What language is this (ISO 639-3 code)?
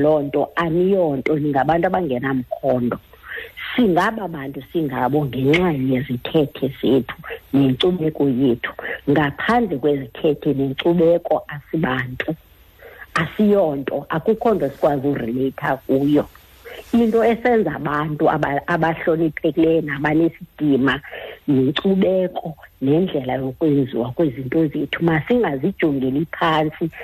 xho